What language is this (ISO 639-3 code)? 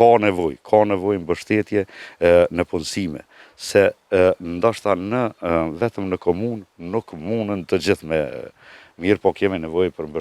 sqi